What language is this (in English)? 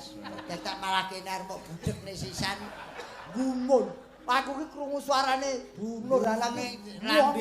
Javanese